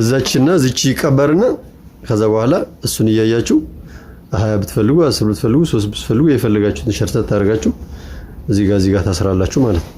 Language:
Amharic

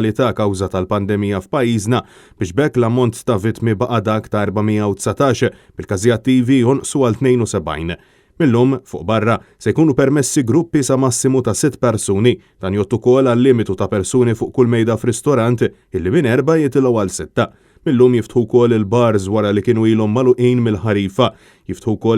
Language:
Maltese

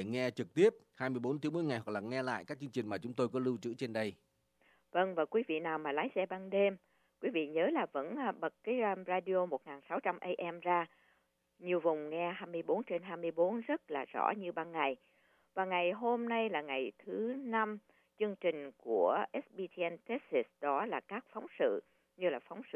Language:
Vietnamese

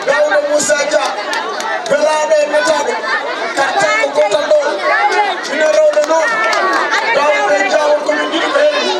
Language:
Fula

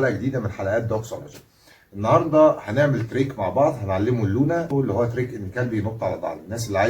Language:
Egyptian Arabic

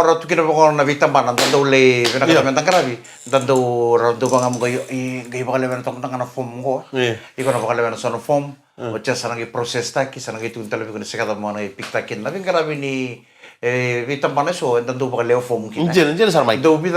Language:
Fijian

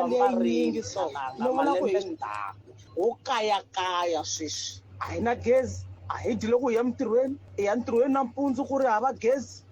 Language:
Tsonga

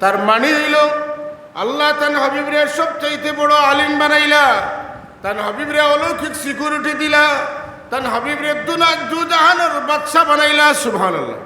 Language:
Sylheti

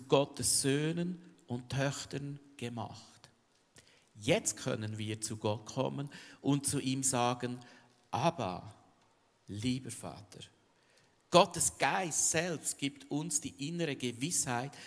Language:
Swiss German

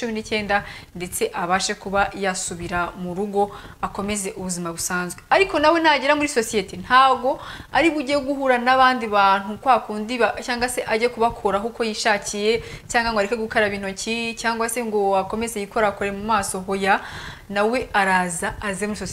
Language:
Kinyarwanda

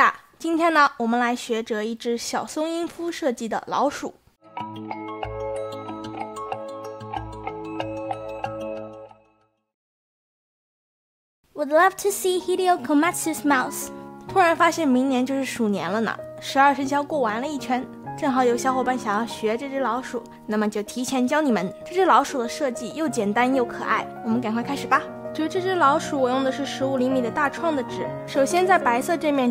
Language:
Chinese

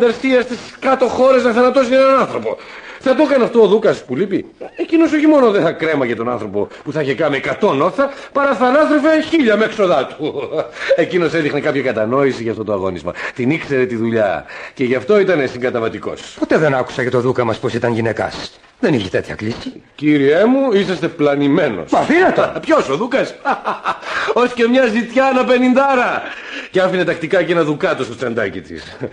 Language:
Greek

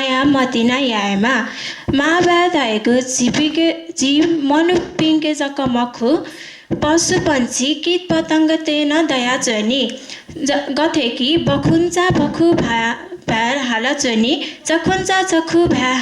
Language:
Newari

